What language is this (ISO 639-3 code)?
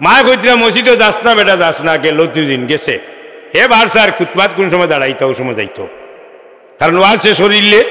syl